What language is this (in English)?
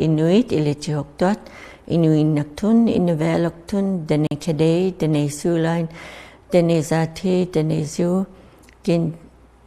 Inuktitut